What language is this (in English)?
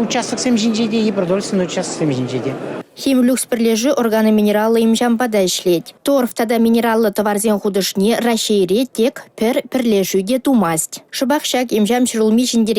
Chuvash